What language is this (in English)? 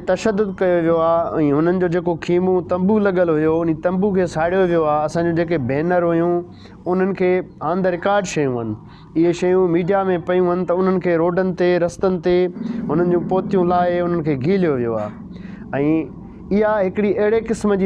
Sindhi